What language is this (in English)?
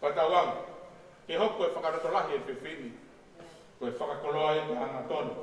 Tongan